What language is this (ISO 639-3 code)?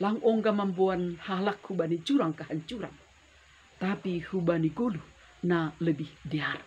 bts